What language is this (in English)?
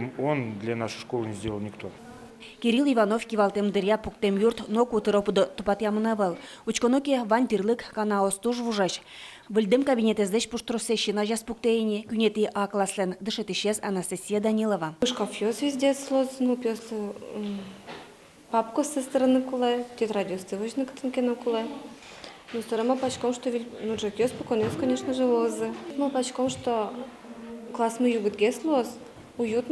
Udmurt